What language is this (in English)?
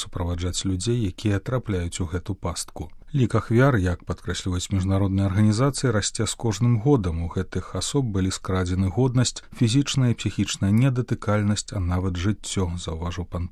Belarusian